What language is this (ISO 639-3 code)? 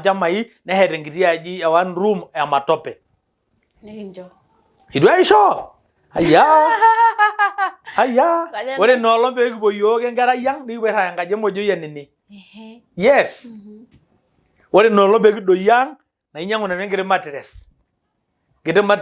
mas